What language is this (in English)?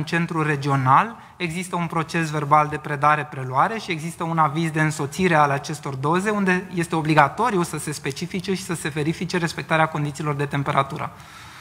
Romanian